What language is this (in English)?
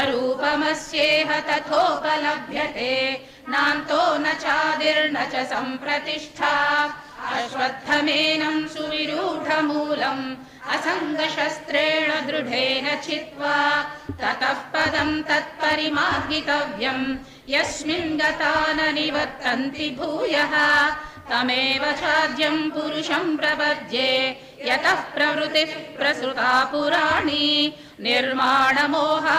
Sanskrit